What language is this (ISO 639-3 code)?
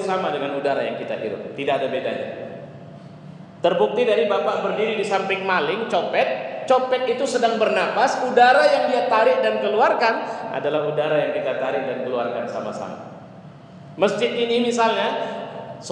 ind